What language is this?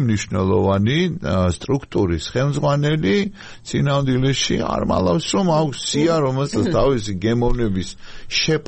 Georgian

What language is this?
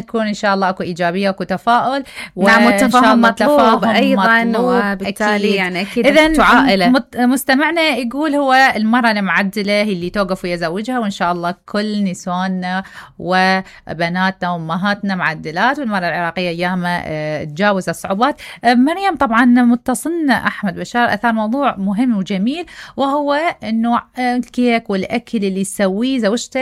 Mesopotamian Arabic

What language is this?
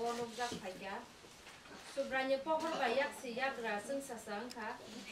Kok Borok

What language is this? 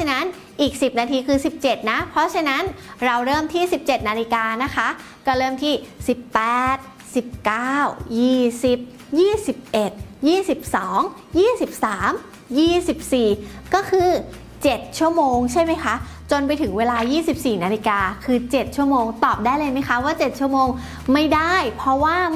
Thai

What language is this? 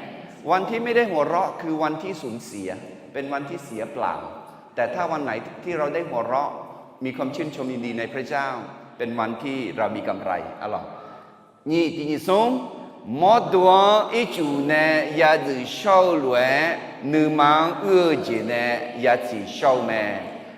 Akha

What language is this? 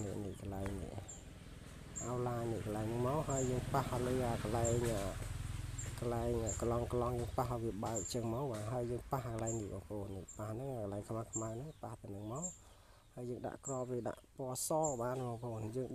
Khmer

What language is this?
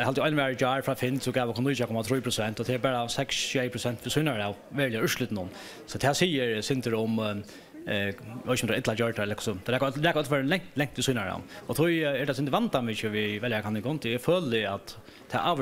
Faroese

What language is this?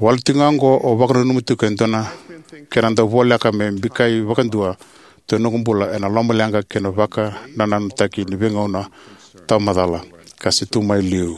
Fijian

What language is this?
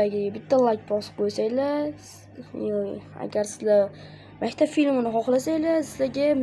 Uzbek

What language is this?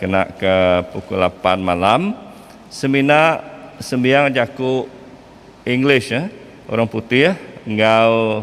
Iban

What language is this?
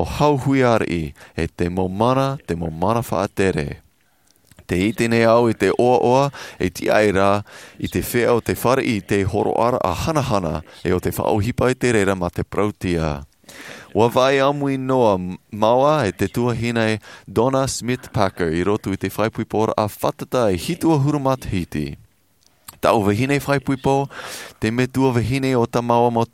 Tahitian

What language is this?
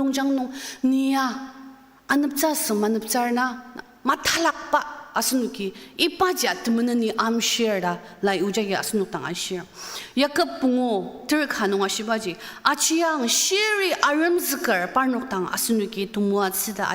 Ao Naga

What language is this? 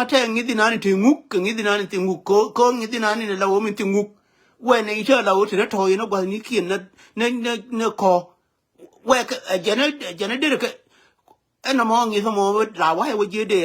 Nuer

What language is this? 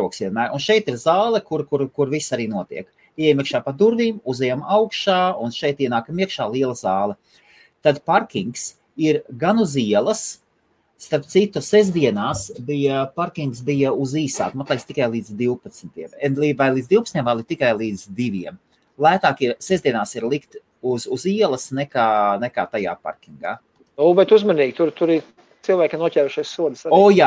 Latvian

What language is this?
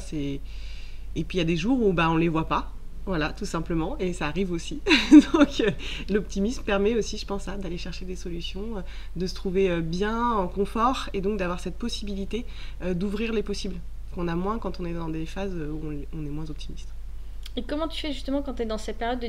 French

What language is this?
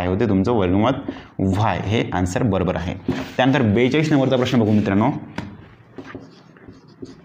Marathi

